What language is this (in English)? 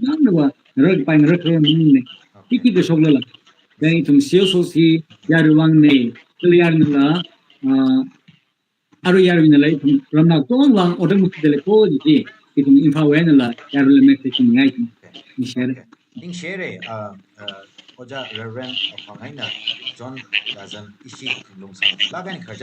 Tangkhul Naga (India)